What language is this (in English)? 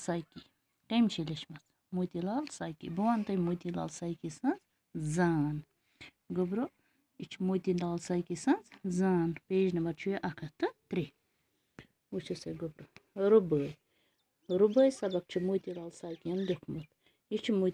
Kashmiri